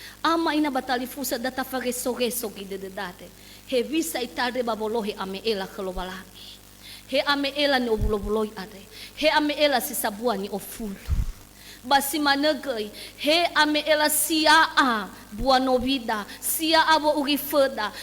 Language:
Nias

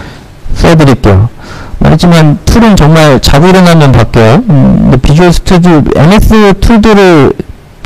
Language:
Korean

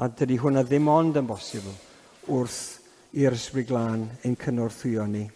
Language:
Welsh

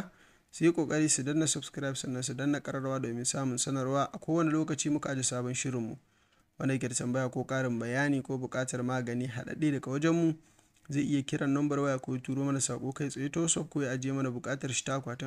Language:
Hausa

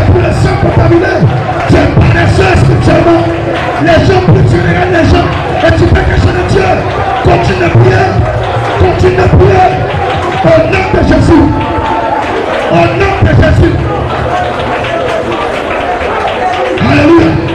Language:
French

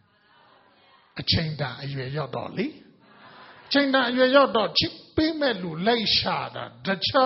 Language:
Burmese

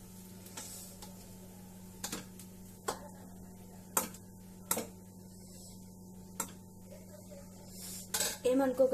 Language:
Telugu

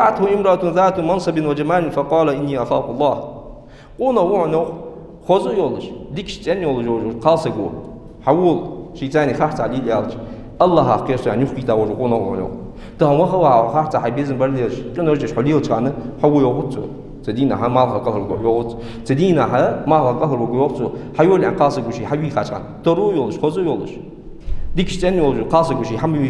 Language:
Ingush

